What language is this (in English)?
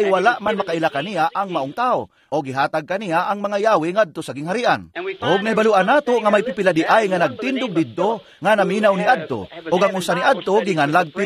Cebuano